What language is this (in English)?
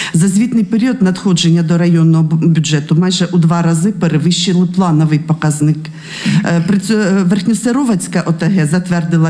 Ukrainian